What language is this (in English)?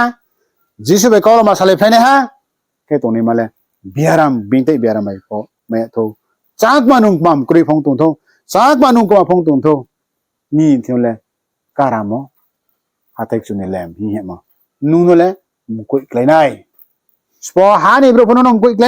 Riang (India)